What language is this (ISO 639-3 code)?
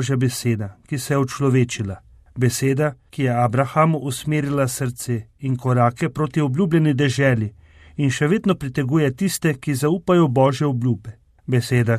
slv